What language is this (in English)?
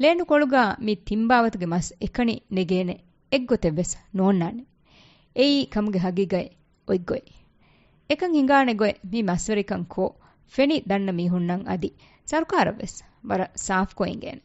Divehi